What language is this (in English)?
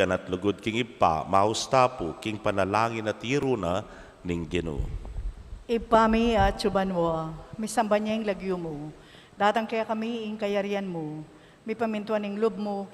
Pampanga